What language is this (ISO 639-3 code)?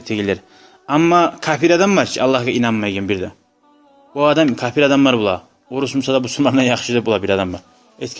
kum